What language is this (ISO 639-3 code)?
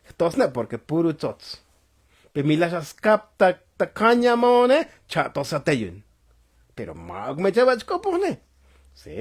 tzo